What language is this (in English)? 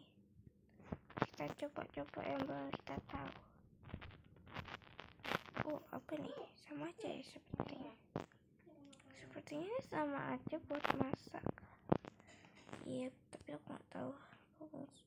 Indonesian